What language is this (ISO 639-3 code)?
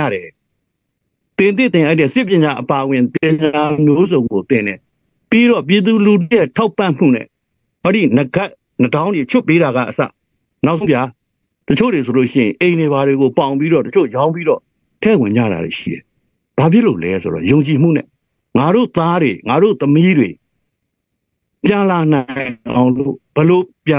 mya